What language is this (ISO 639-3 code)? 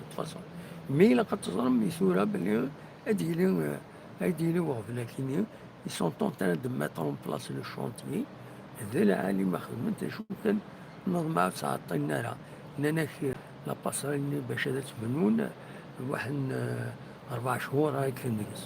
kab